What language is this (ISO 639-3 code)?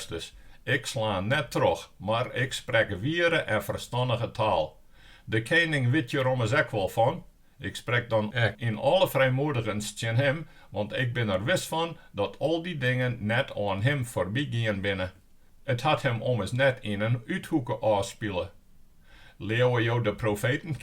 fry